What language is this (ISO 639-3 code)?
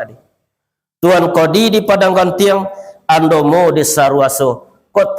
min